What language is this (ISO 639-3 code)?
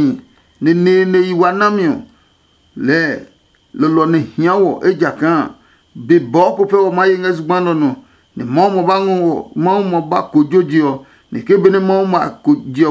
ada